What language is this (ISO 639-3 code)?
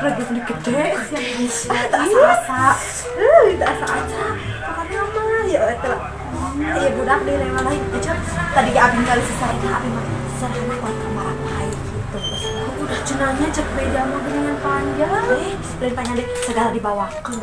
sun